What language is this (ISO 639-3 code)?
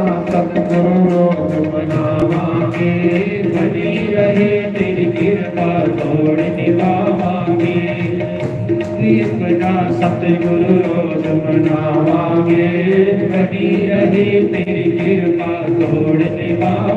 doi